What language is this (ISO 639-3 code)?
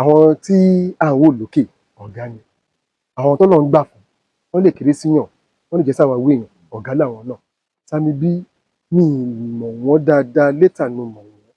yor